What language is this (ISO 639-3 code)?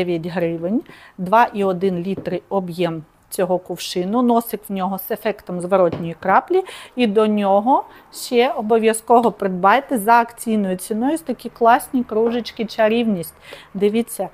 ukr